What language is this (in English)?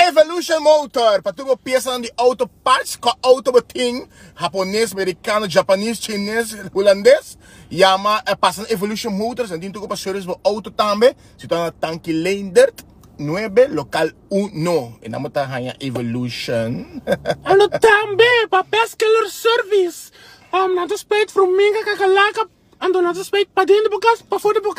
Papiamento